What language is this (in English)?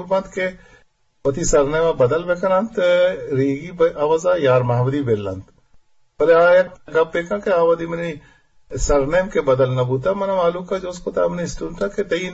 Eastern Balochi